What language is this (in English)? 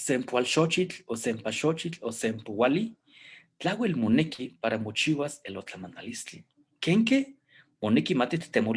Eastern Huasteca Nahuatl